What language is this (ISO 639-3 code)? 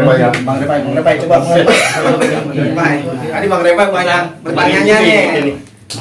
bew